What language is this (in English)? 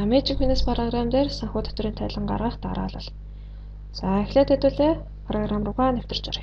Mongolian